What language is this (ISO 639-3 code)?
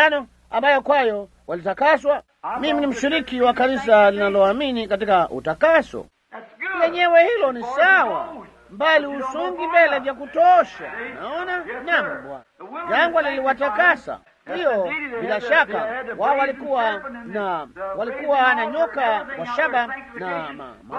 swa